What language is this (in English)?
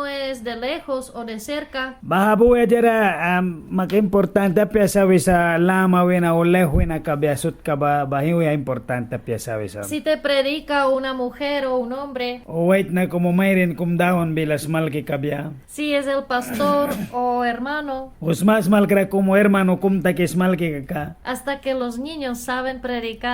Mískito